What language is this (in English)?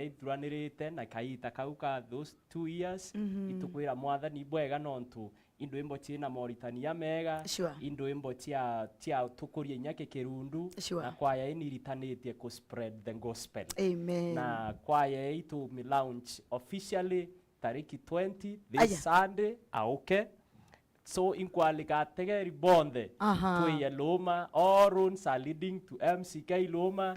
Meru